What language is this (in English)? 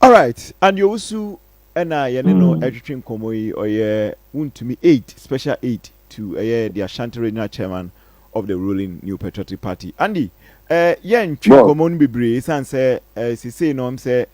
Akan